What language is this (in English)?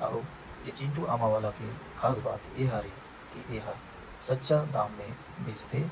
Chhattisgarhi